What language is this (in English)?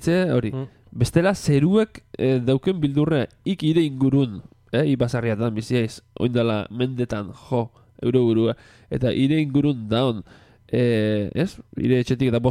Basque